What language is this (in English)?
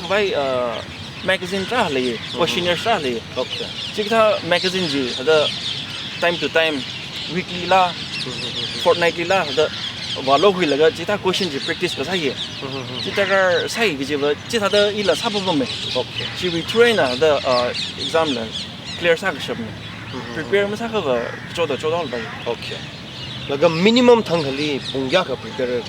Tangkhul Naga (India)